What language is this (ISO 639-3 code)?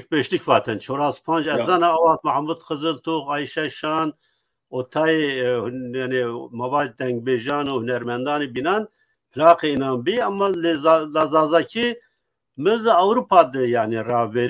zza